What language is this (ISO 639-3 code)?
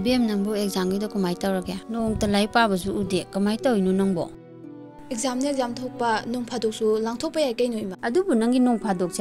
mni